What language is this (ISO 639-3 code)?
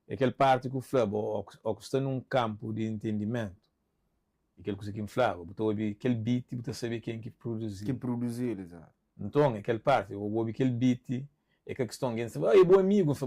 kea